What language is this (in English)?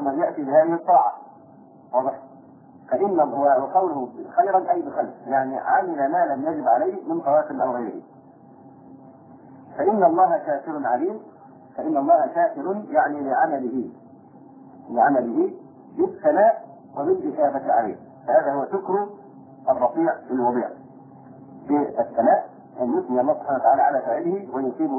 Arabic